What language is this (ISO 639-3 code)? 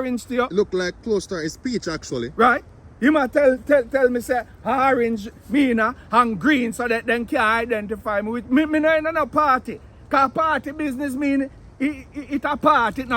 jam